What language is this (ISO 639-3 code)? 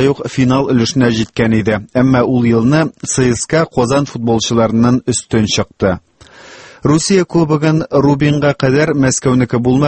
tat